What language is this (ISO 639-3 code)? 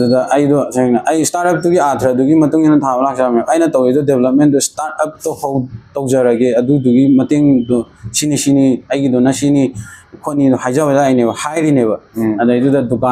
mni